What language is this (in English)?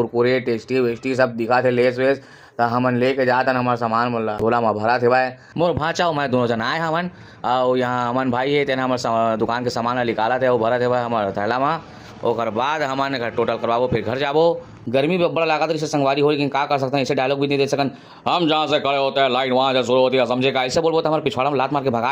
Chhattisgarhi